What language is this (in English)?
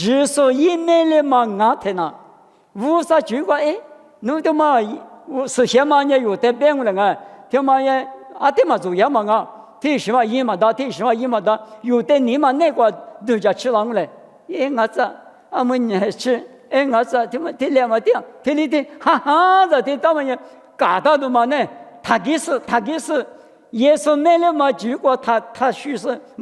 Lisu